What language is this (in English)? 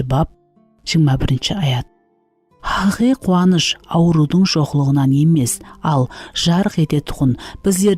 Kara-Kalpak